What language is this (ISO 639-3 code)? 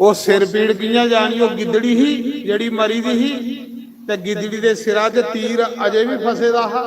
doi